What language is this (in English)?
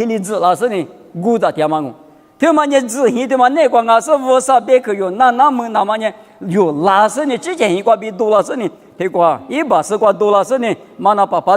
Lisu